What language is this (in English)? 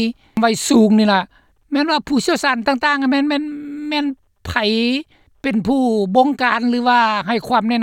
Lao